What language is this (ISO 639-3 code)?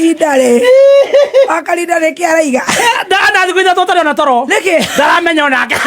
kik